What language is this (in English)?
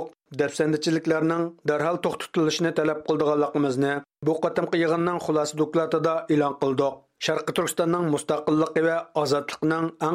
Uyghur